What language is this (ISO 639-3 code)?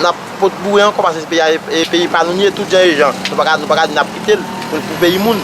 hat